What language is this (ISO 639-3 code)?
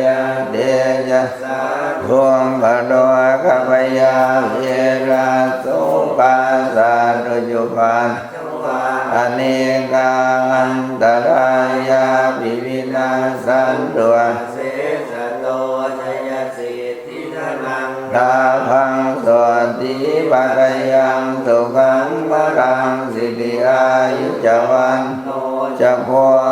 pli